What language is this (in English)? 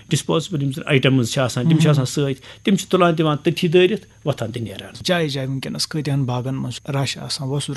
Kashmiri